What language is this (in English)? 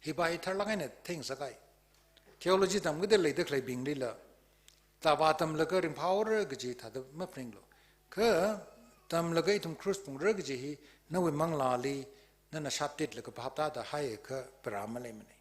Tangkhul Naga (India)